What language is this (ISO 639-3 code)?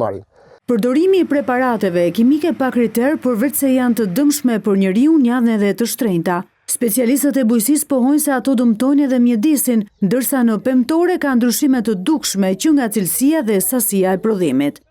sqi